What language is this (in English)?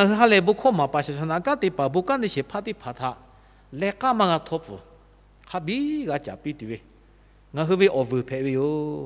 Lahu